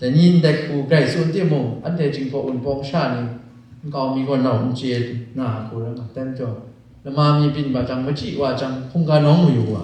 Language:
Kachin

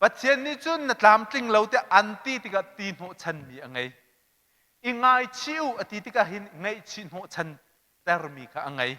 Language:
Hakha Chin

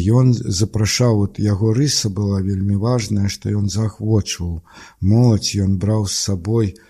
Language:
Belarusian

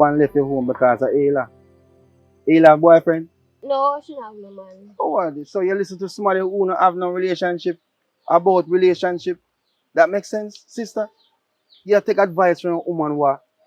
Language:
Jamaican Creole English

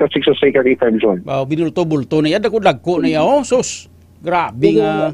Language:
Hiligaynon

